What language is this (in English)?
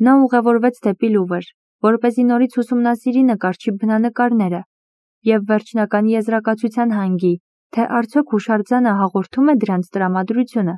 Armenian